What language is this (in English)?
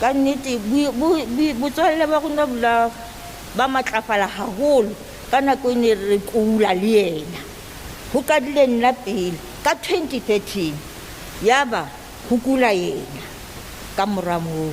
Southern Sotho